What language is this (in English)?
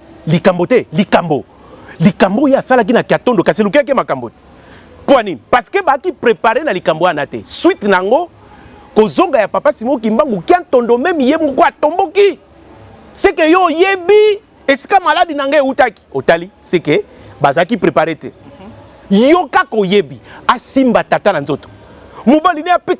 Lingala